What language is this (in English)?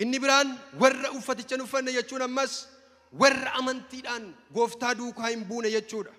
Oromo